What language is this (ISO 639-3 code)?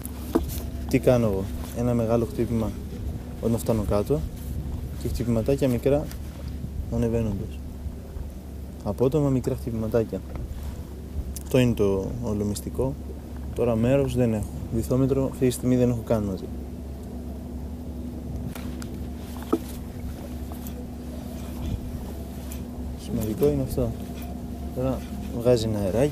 ell